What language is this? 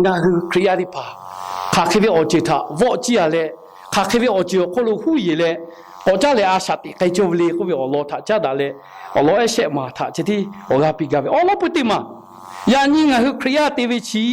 Lahu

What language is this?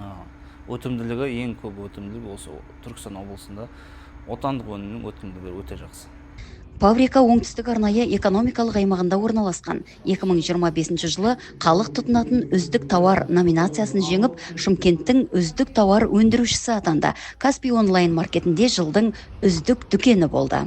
Kazakh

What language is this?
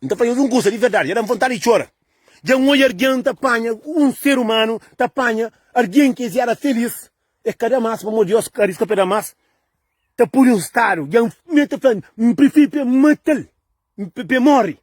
Kabuverdianu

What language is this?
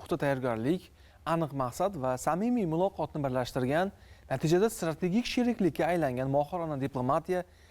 Uzbek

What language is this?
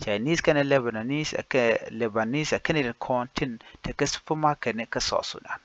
Nuer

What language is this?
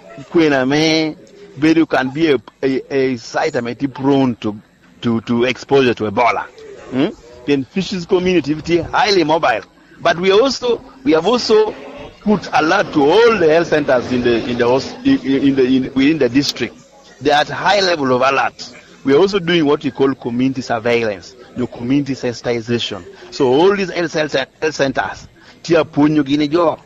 Lango (Uganda)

